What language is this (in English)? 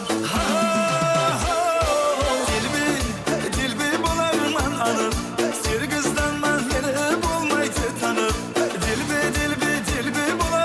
Kara-Kalpak